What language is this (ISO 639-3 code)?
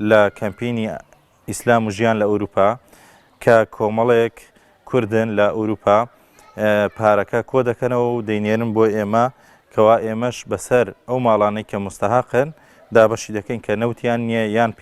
ckb